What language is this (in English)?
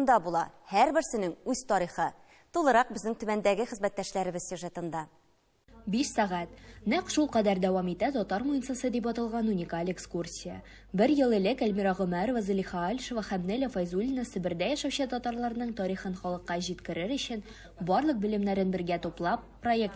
Tatar